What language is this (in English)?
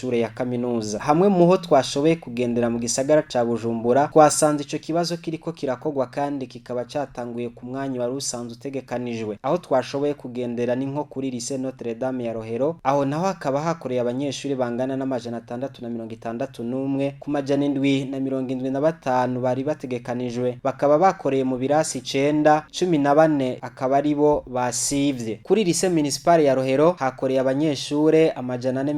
Rundi